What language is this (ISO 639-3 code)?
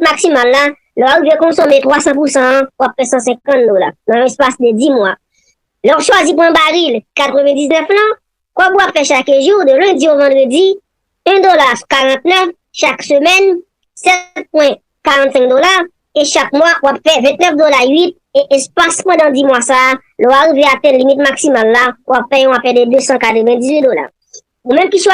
hat